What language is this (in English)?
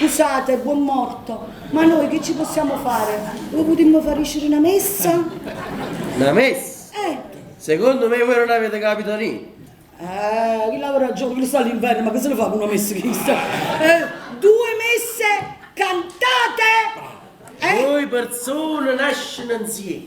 Neapolitan